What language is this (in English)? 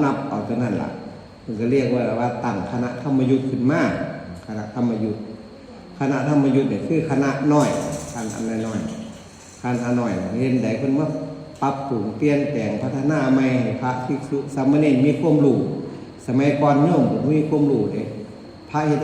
Northeastern Thai